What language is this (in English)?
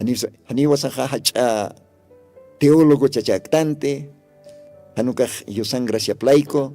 Aymara